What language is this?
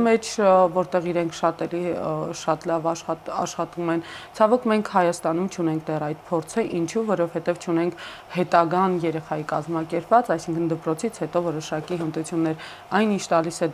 Armenian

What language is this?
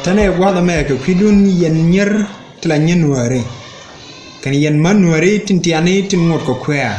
Nuer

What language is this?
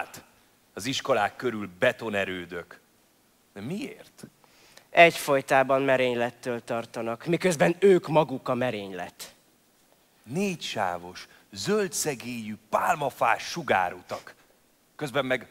Hungarian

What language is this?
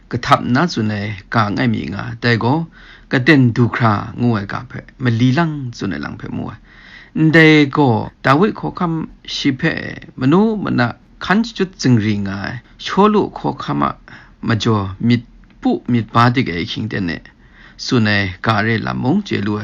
Kachin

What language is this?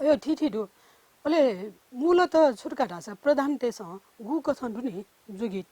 Newari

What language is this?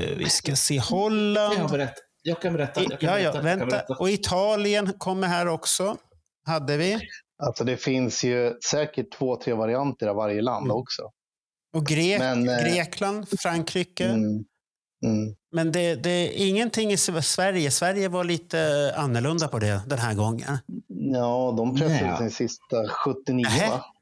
Swedish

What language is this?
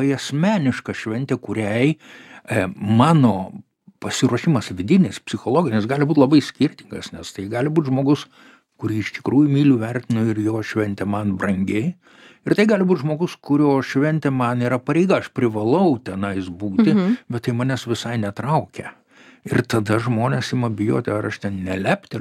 Lithuanian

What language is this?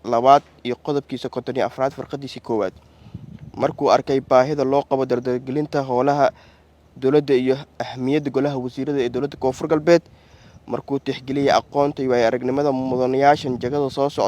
Somali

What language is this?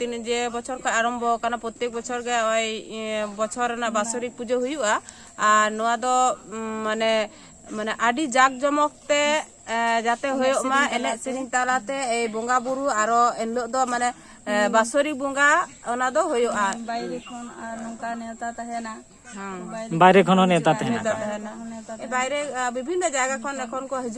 Santali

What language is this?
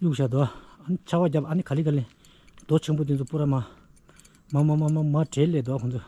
Tibetan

